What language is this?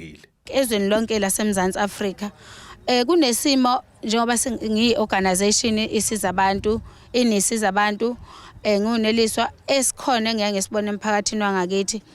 Zulu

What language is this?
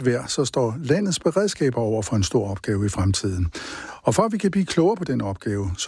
Danish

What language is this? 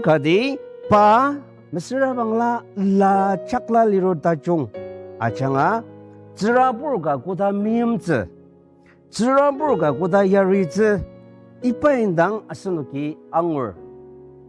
Ao Naga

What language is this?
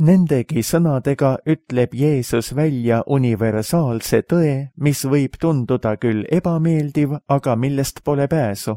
Estonian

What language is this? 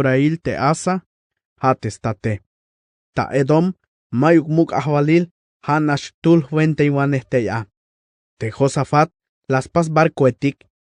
Tzeltal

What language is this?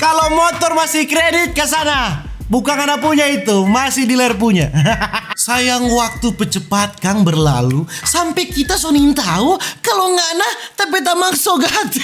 Manado Malay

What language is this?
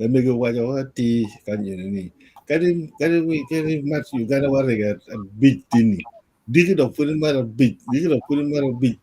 Acoli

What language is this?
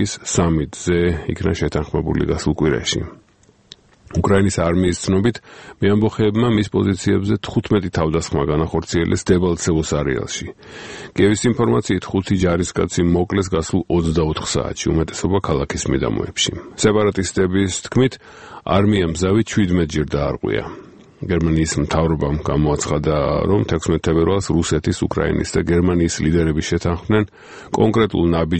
Georgian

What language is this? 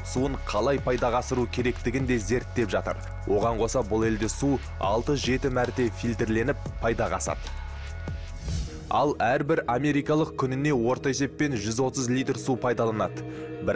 Kazakh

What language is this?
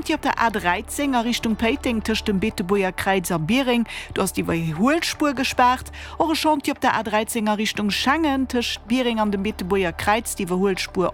Luxembourgish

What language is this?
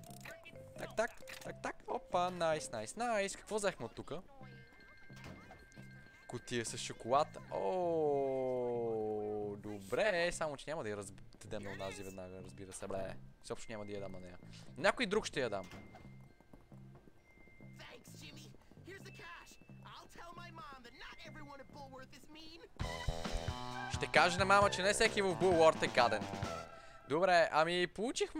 Bulgarian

